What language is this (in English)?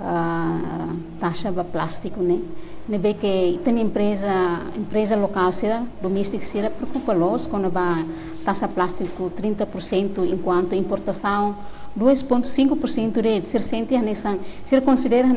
Tetum